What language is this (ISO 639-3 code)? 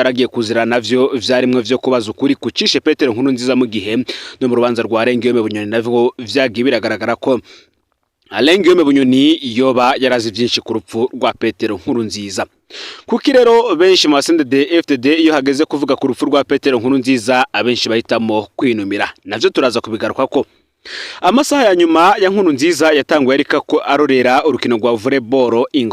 run